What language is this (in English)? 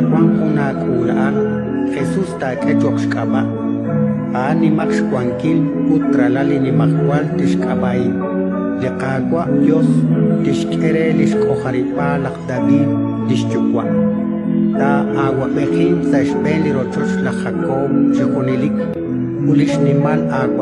Kekchí